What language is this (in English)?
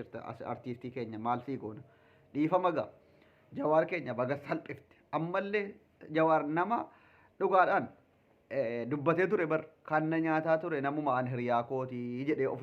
Oromo